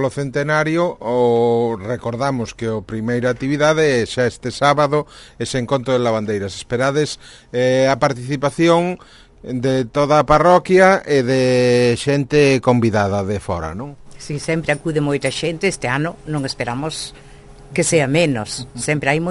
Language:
Galician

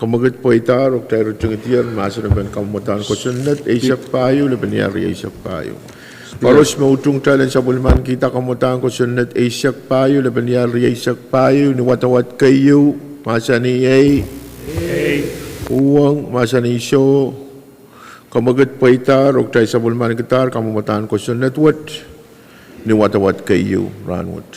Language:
Pohnpeian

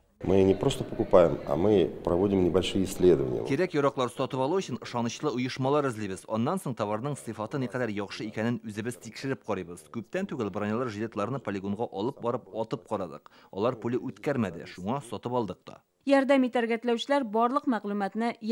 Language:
Tatar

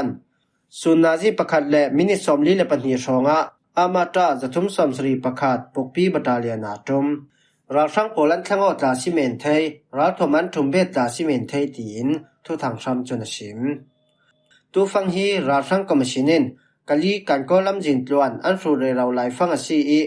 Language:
Falam Chin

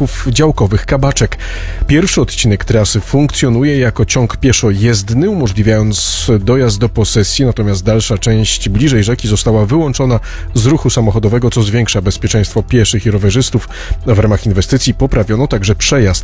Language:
Polish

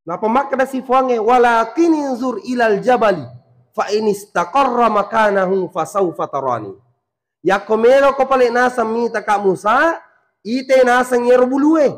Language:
Buginese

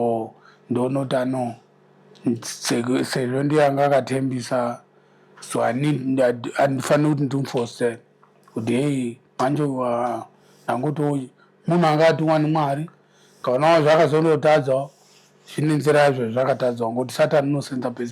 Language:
Shona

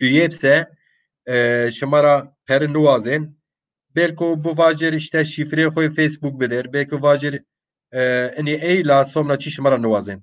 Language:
Zaza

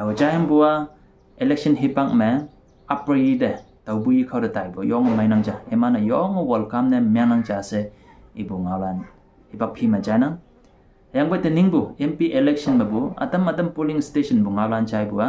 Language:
Konyak Naga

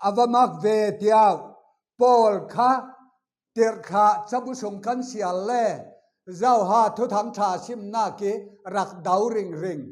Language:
Falam Chin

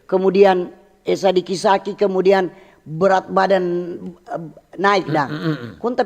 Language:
Manado Malay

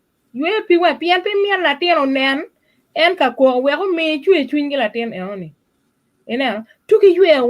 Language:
Acoli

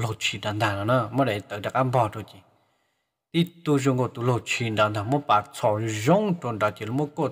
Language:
Vietnamese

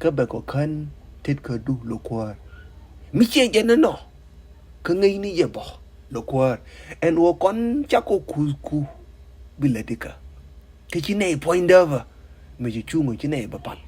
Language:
Nuer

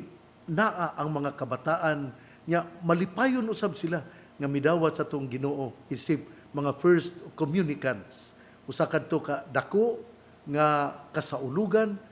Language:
Cebuano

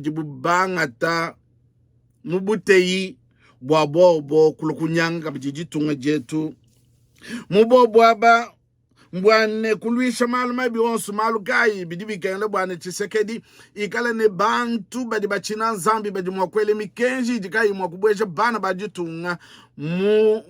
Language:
Luba-Lulua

